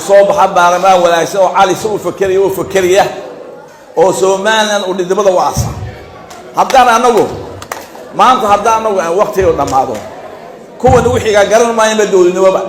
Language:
Somali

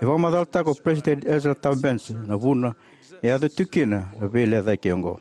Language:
Fijian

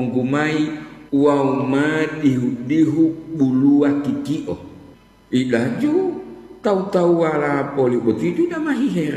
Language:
Gorontalo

